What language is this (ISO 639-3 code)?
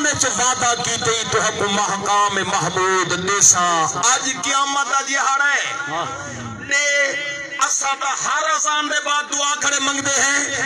skr